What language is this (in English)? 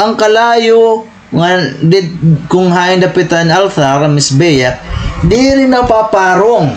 Waray